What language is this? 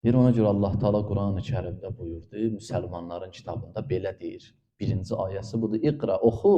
Azerbaijani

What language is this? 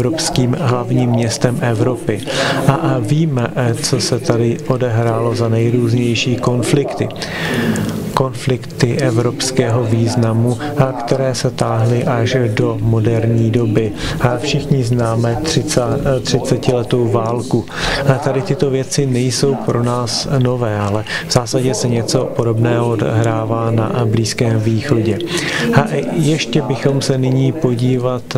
Czech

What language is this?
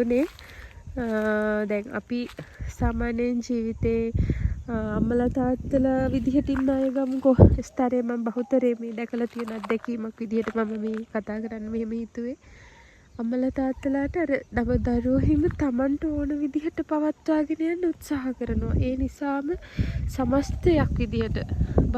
Sinhala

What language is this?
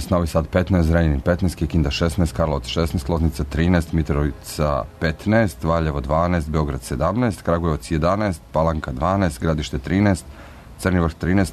Serbian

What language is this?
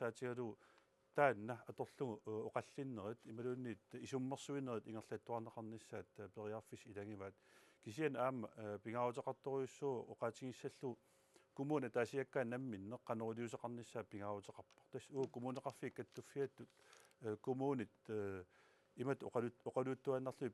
Kalaallisut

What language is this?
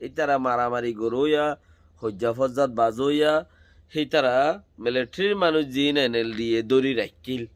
Rohingya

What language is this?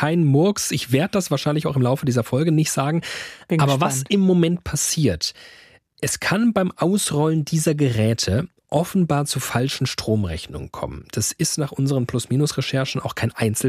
German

